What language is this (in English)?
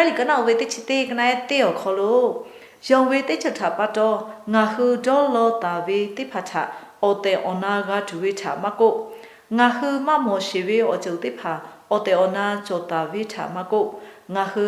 Lahu